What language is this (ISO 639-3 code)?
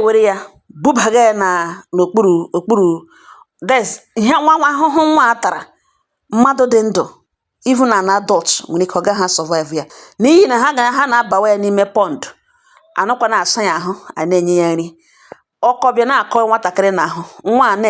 ibo